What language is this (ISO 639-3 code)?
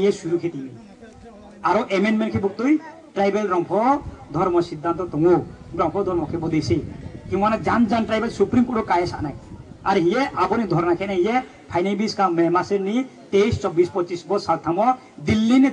ria